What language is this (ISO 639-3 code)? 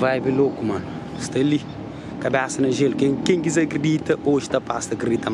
kea